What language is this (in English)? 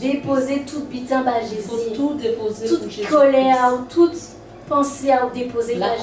Guadeloupean Creole French